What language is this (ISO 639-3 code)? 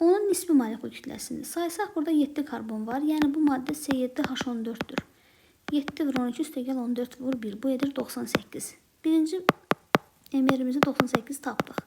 aze